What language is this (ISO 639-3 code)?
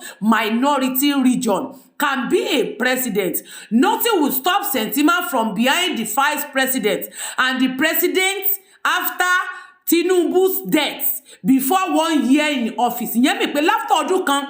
yor